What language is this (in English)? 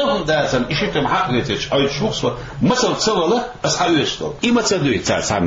Chechen